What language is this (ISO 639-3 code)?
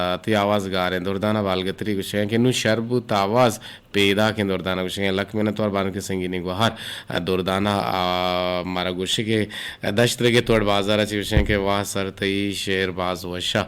bgp